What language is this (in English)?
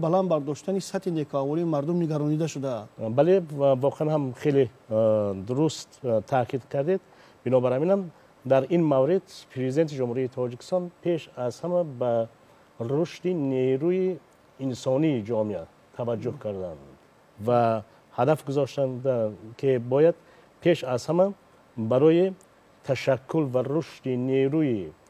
Tajik